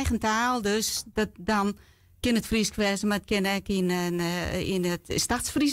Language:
Western Frisian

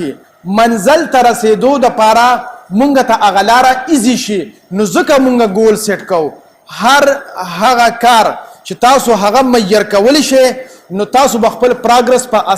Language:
Pashto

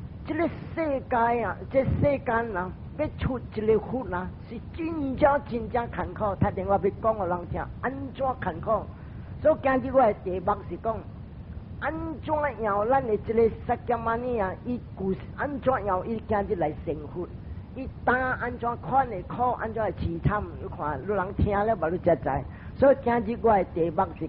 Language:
Min Nan Chinese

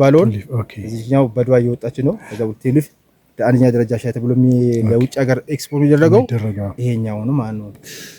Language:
Amharic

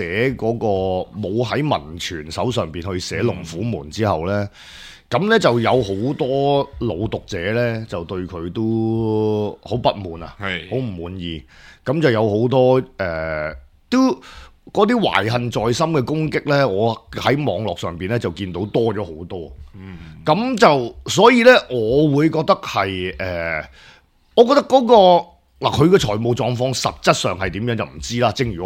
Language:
Cantonese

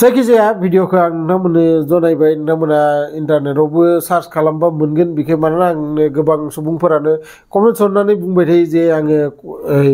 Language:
Bodo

